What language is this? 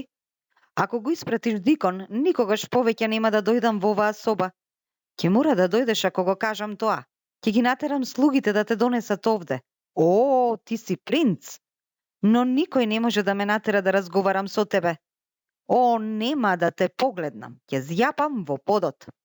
Macedonian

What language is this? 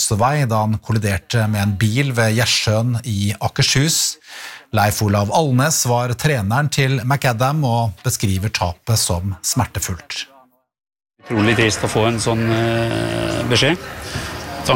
Norwegian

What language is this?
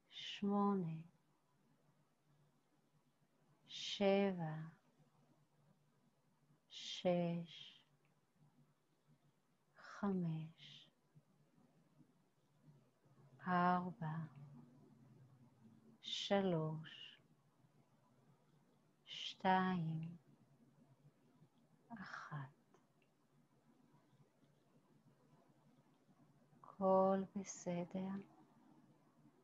Hebrew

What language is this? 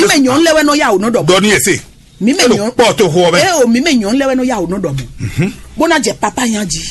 Fon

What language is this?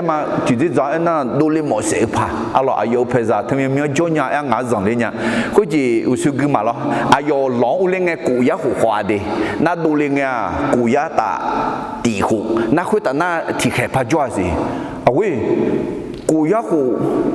Akha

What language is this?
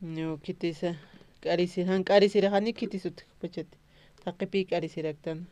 Aymara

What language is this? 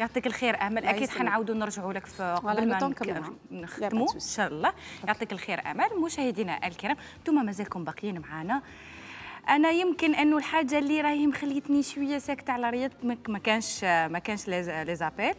Algerian Arabic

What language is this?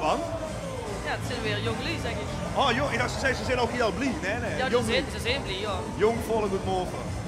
Limburgish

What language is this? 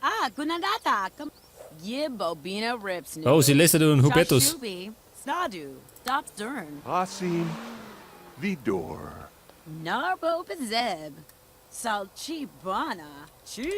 Bavarian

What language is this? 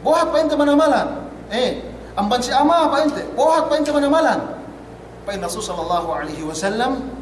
Yakan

